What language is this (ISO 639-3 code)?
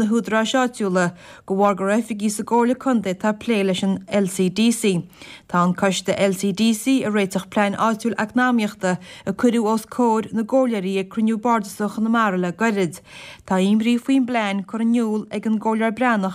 gle